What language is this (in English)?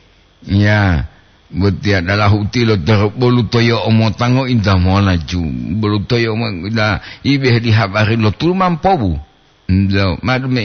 Gorontalo